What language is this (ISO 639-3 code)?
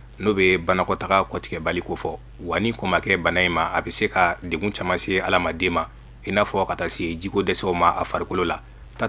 bam